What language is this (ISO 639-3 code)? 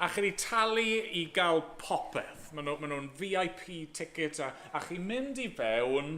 cym